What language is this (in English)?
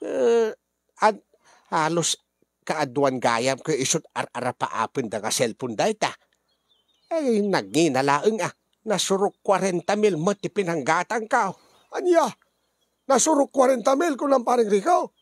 Iloko